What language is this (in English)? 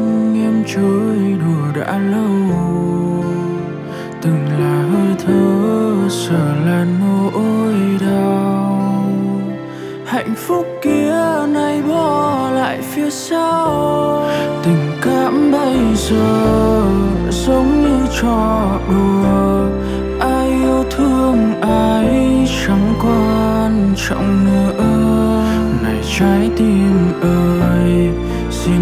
Vietnamese